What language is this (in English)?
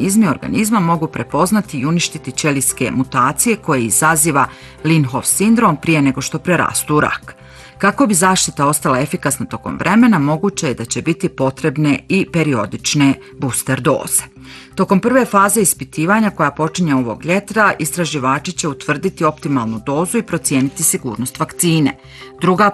Bosnian